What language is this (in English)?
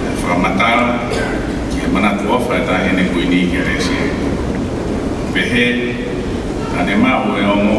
Tongan